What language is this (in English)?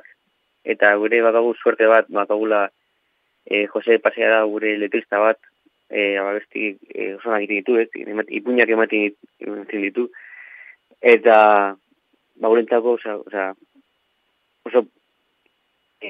Basque